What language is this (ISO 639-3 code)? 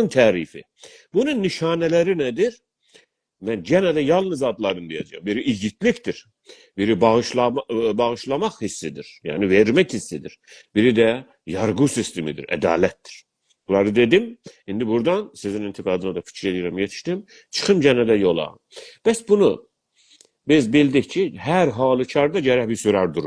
azb